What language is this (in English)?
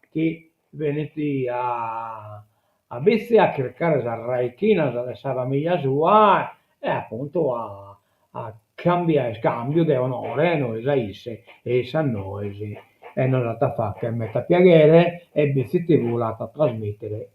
Sardinian